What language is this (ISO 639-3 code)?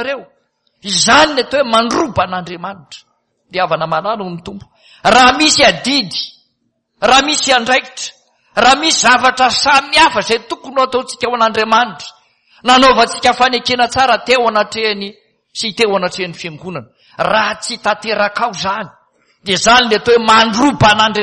mlg